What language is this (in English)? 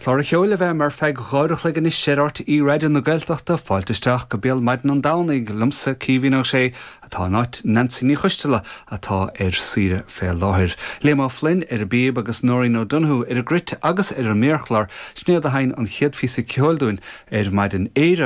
Irish